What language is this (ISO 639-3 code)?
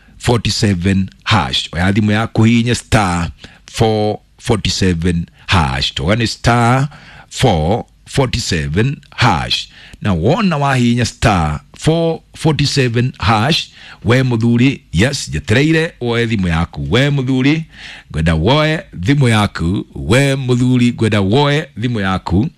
kik